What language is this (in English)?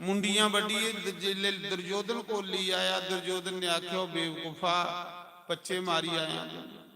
Dogri